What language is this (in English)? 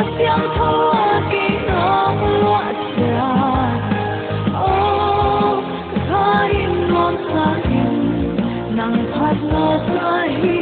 Paite Chin